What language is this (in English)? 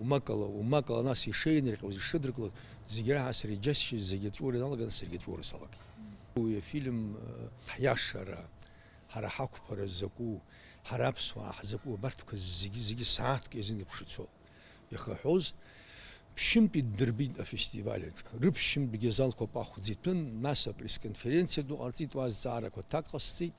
Abkhazian